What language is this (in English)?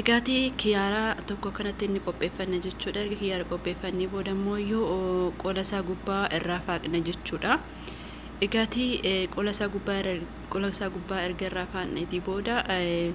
Oromo